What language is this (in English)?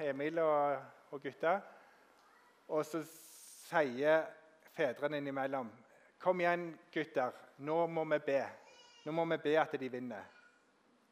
Norwegian